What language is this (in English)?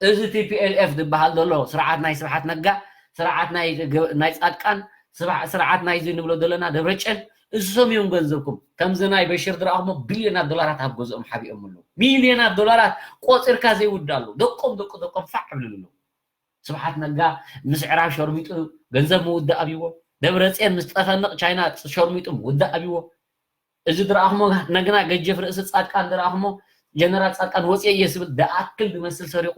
Tigrinya